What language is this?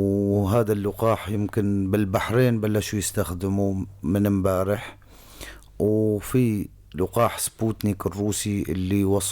North Levantine Arabic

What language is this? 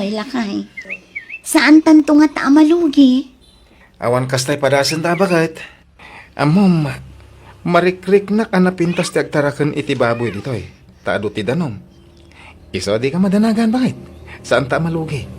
Iloko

